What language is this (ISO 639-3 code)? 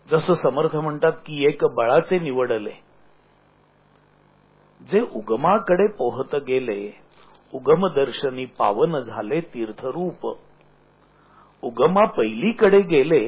mar